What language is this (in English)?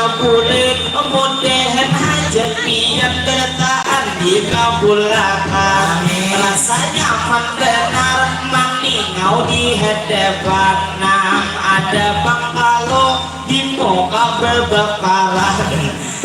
Banjar